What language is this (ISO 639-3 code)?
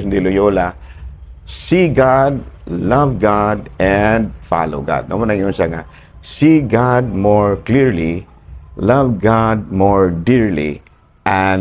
ceb